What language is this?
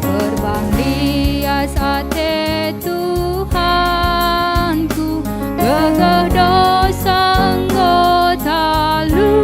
Batak Karo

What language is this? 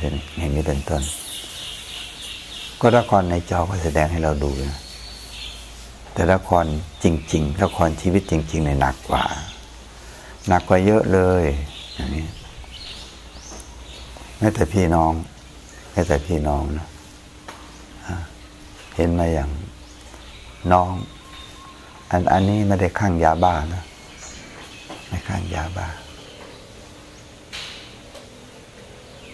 Thai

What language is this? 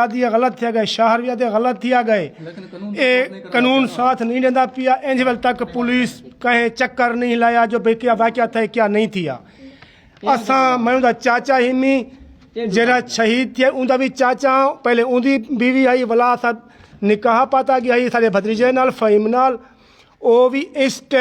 Saraiki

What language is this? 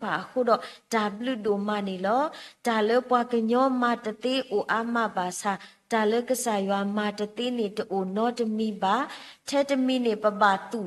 S'gaw Karen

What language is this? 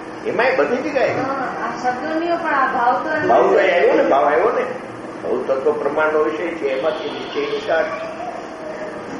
Gujarati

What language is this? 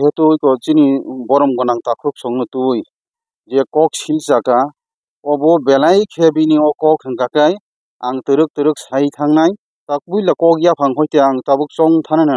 Kok Borok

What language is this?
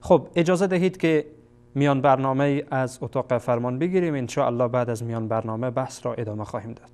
Persian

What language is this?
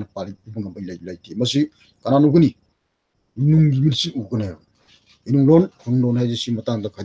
Manipuri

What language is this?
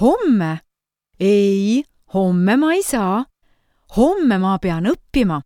Estonian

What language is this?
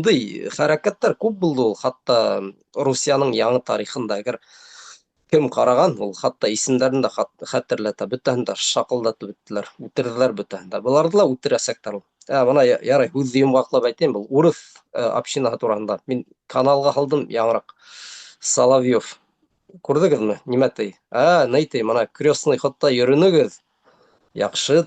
Bashkir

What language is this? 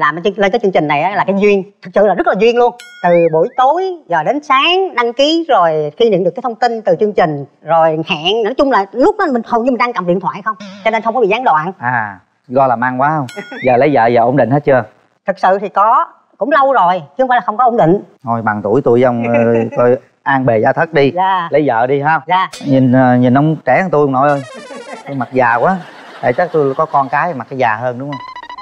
Vietnamese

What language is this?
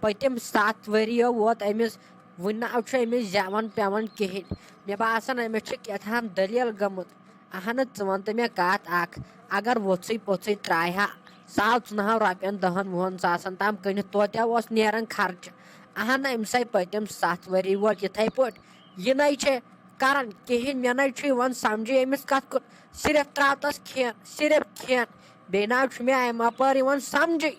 Kashmiri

